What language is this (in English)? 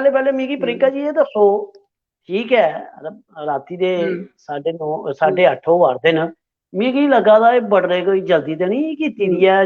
Dogri